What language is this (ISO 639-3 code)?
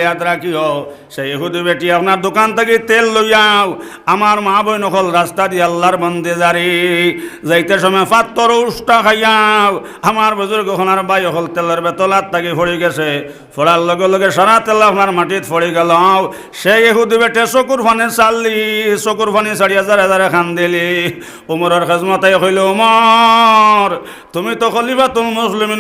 syl